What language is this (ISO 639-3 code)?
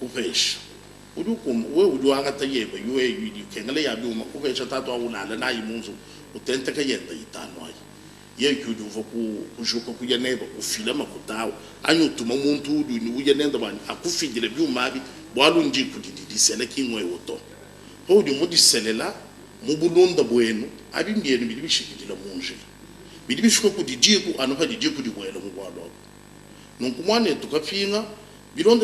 lua